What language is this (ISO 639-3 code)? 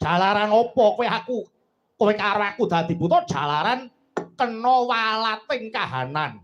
jav